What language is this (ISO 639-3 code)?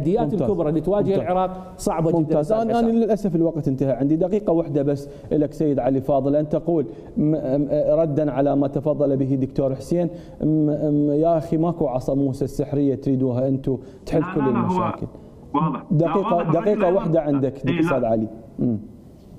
acm